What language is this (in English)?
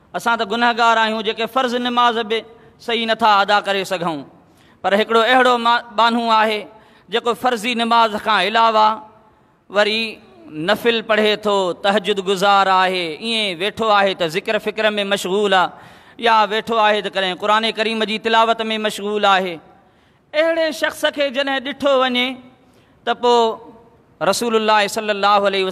Sindhi